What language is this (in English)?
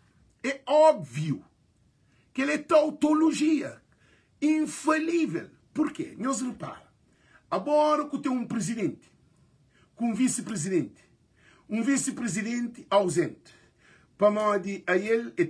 Kabuverdianu